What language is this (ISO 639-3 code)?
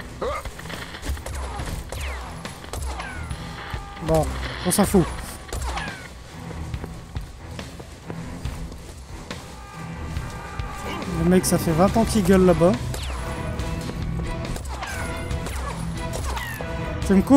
fra